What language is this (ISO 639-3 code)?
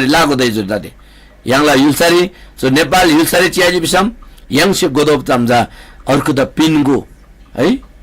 taj